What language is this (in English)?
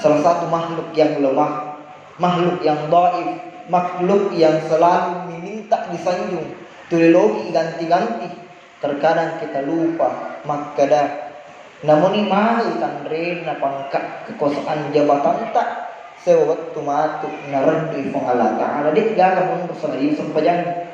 Buginese